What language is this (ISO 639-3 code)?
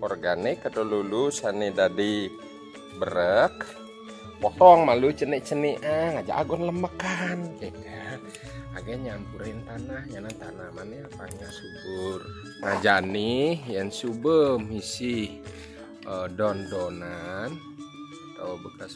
ban